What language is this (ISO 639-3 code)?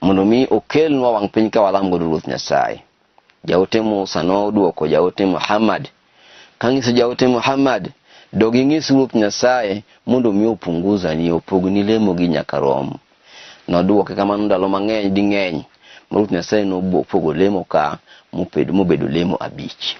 luo